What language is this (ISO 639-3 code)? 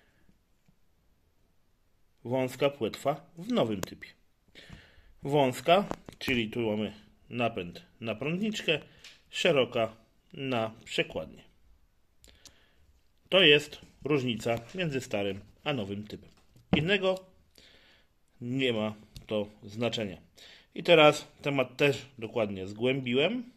pol